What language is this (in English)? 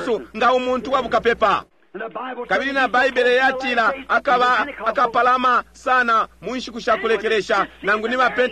Bemba